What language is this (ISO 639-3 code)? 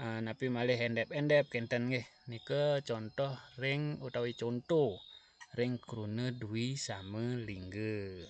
ban